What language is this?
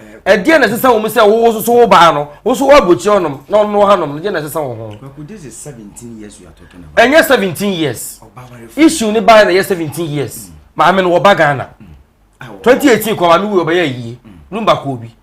Akan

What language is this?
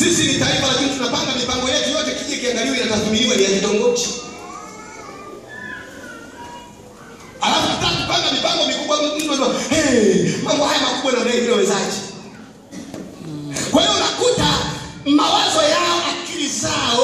Swahili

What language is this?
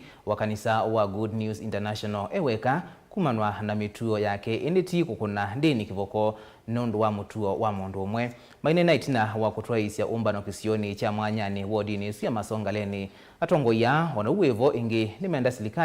Kamba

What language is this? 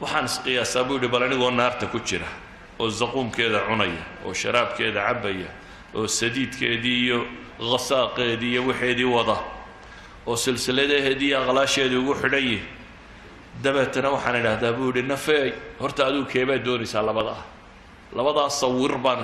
Somali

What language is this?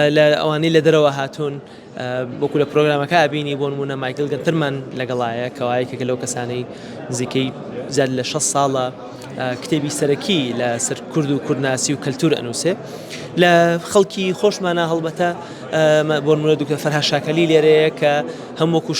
Central Kurdish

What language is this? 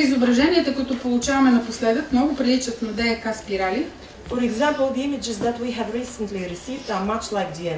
Bulgarian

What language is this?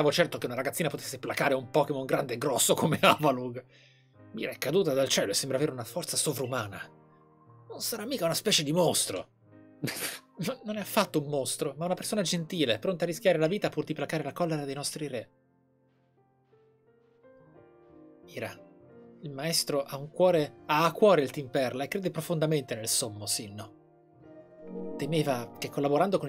Italian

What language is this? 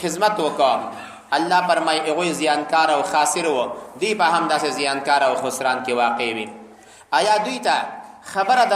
Pashto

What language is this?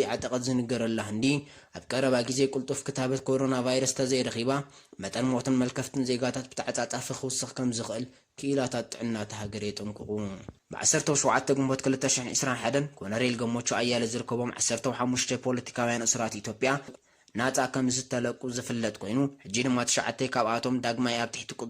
Tigrinya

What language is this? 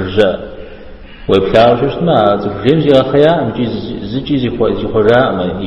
Kabardian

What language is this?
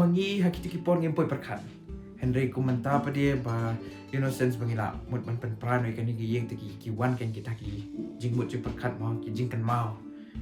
Khasi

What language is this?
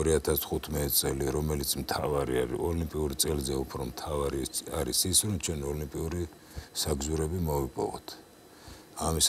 Georgian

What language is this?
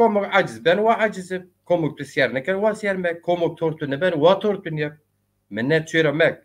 Zaza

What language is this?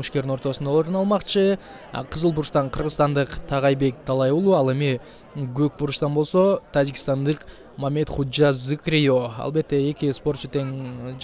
Kyrgyz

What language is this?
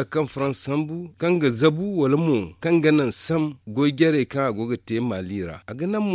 Zarma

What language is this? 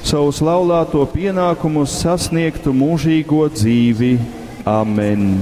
Latgalian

